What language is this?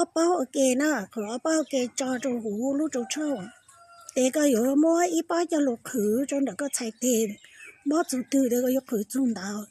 Hmong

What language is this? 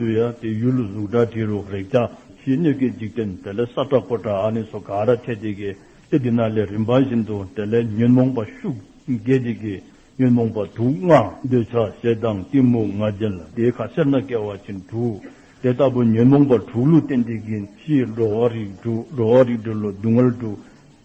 Dzongkha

